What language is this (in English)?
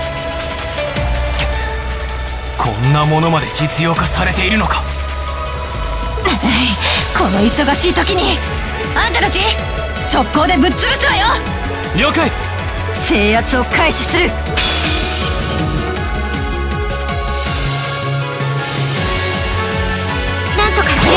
Japanese